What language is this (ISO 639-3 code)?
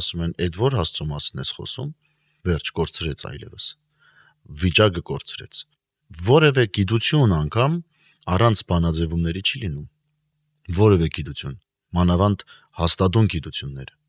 hye